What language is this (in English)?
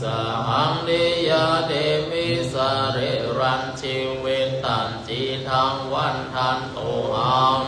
Pali